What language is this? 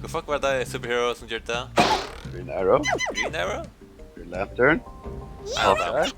Faroese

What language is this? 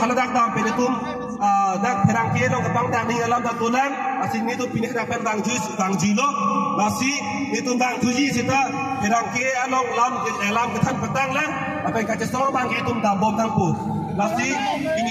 Karbi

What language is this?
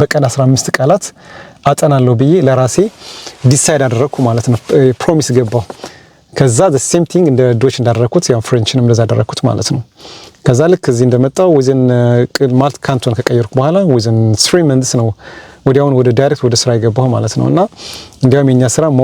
Amharic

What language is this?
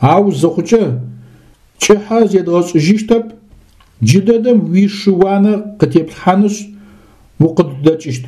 Adyghe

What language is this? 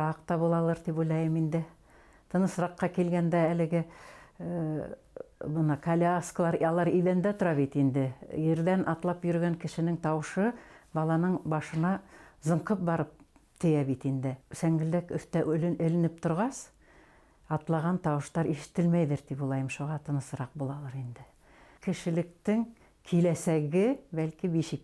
Bashkir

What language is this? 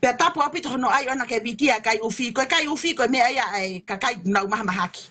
Tongan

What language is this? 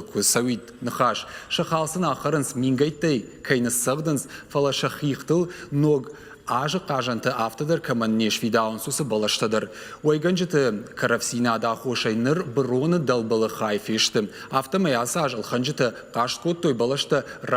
Ossetic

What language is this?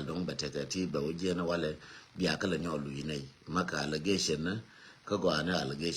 Nuer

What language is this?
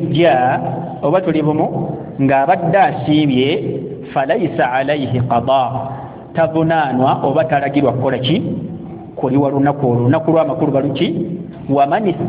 Ganda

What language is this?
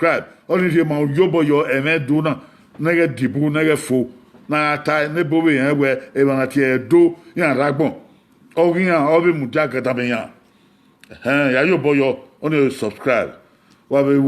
Bini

